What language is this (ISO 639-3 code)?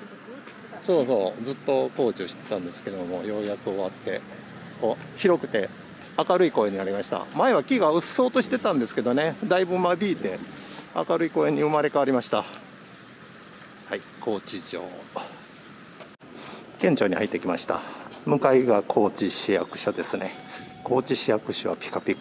jpn